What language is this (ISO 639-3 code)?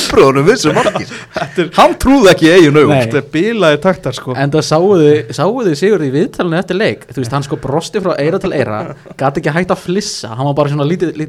isl